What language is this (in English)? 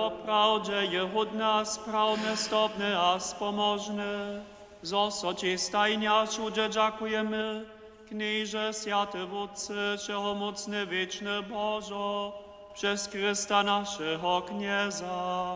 Upper Sorbian